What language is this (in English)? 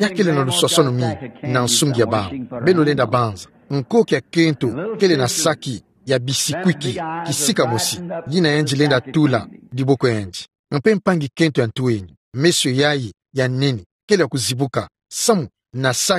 Kituba (Democratic Republic of Congo)